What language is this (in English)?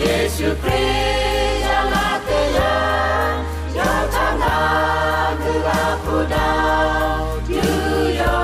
Lahu